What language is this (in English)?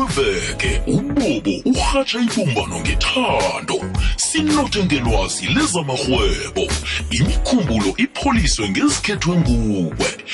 South Ndebele